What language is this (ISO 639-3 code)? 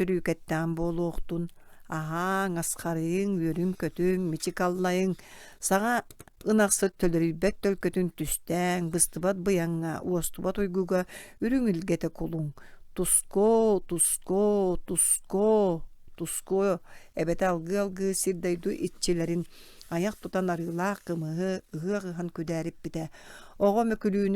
sah